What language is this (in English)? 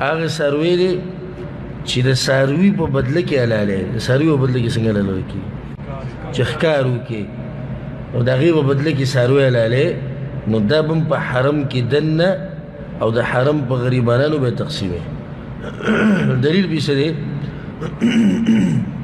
Pashto